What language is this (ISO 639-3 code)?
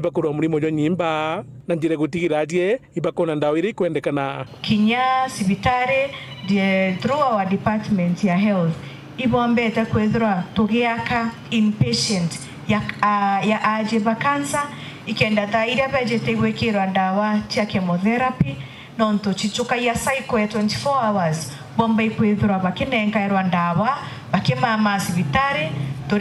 mer